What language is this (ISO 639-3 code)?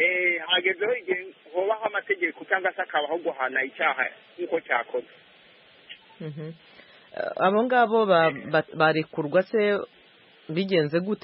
kin